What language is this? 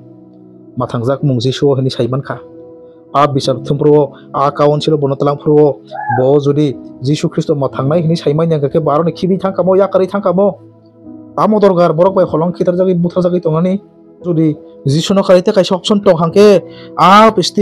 Kok Borok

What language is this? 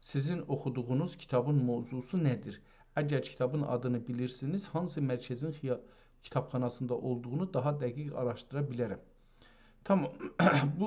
South Azerbaijani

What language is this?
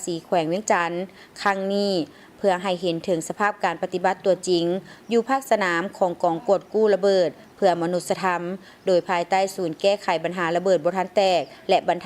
Lao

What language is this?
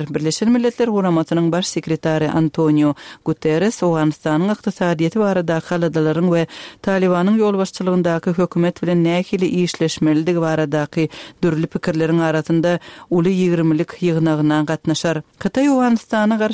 Turkmen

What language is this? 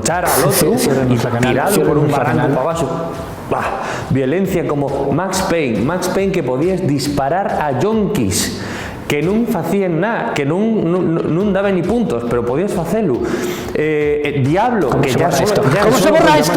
Asturian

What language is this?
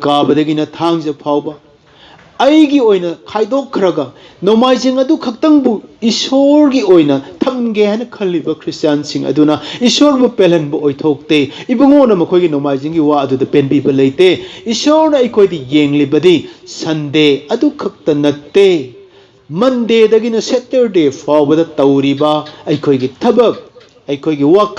Manipuri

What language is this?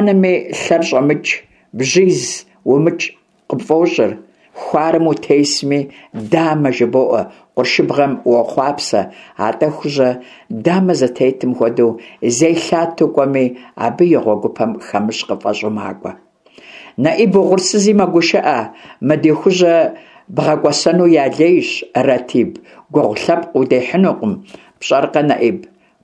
Kabardian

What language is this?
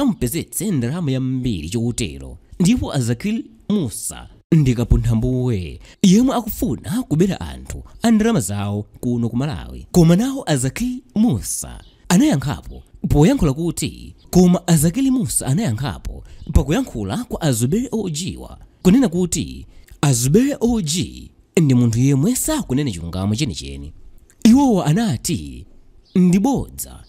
Nyanja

